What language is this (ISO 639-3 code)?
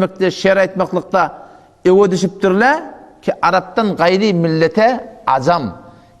tuk